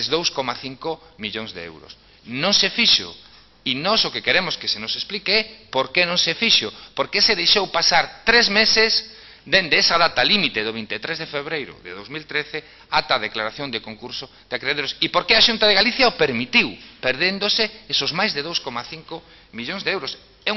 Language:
Galician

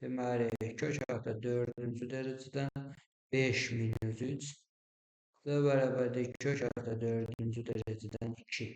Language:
Azerbaijani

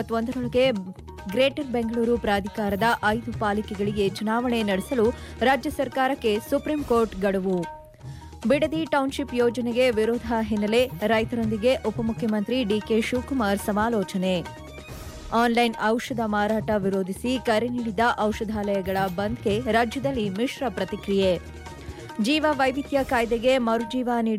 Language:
Kannada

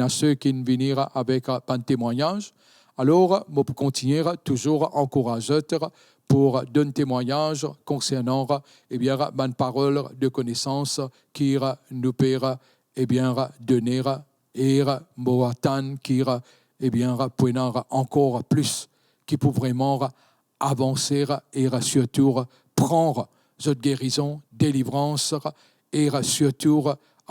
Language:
Morisyen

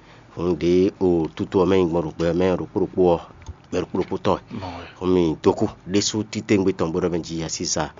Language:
Fon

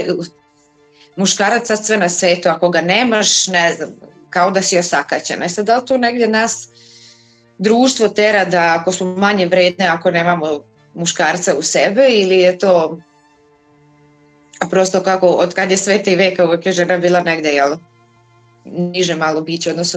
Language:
Serbian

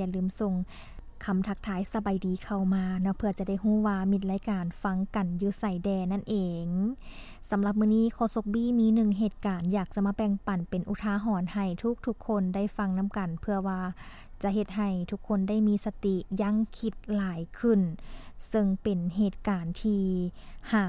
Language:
Lao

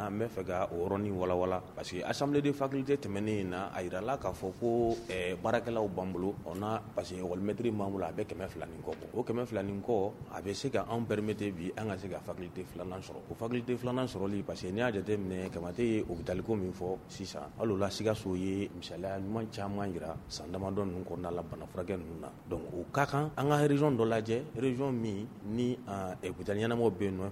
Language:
Bambara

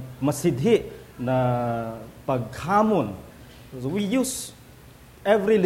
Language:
Filipino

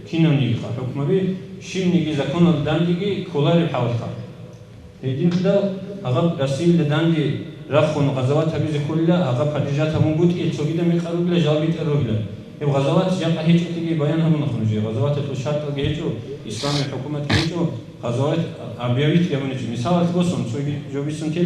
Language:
Avaric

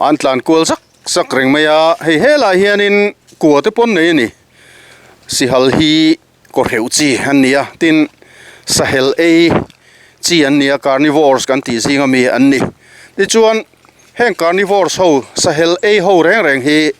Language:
Mizo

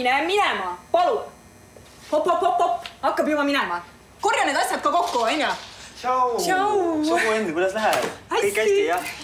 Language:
Estonian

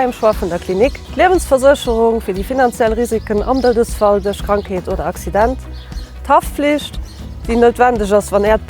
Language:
Luxembourgish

